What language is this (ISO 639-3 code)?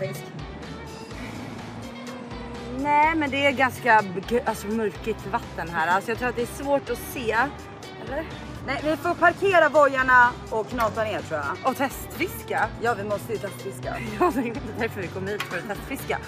swe